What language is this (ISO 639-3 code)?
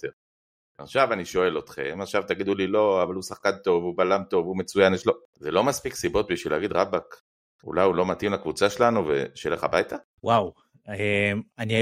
heb